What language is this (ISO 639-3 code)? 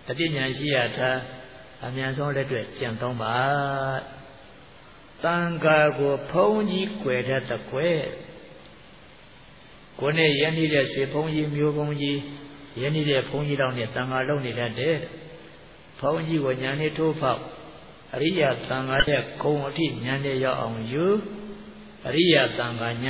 mya